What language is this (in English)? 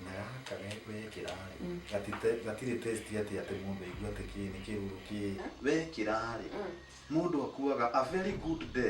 Kikuyu